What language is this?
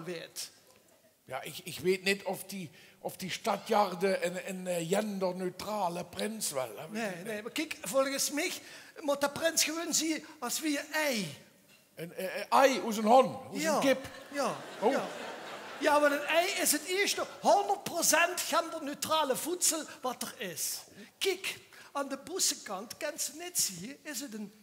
Limburgish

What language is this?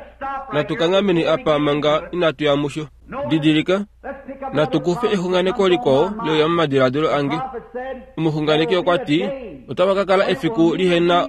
Kuanyama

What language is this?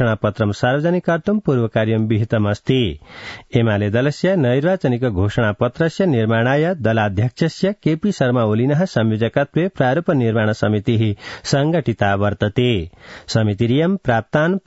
Sanskrit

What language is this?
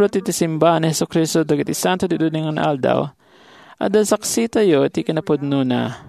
Iloko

